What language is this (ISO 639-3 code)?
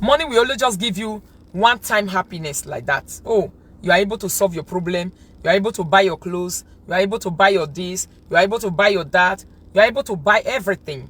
pcm